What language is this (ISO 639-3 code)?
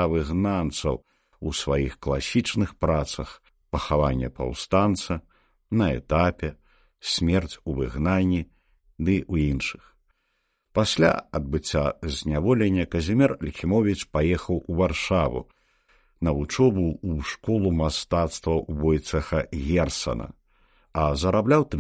bel